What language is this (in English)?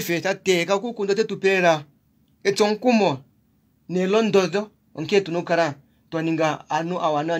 Kuanyama